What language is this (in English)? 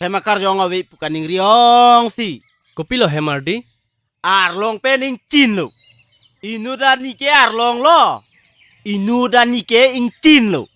Karbi